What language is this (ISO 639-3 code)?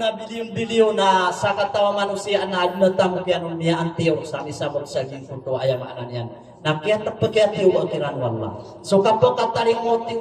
mrw